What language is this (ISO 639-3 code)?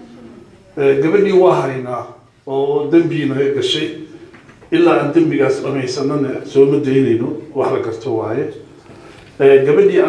som